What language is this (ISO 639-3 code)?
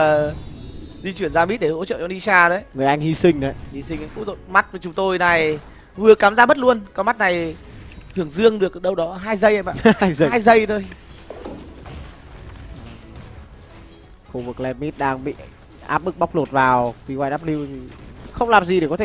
vie